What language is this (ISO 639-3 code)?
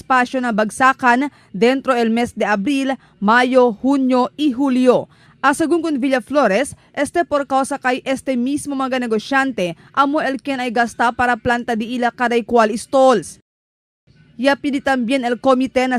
cbk